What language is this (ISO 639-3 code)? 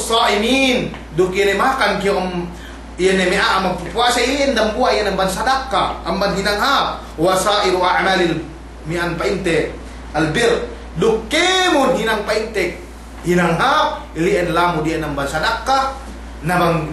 yka